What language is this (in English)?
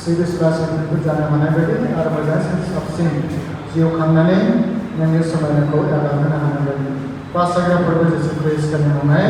Bodo